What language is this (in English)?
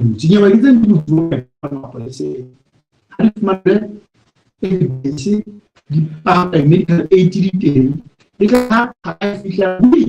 Southern Sotho